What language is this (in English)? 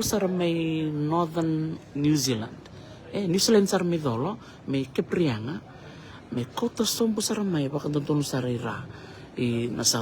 Fijian